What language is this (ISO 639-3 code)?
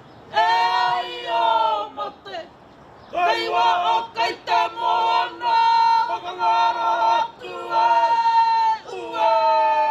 mri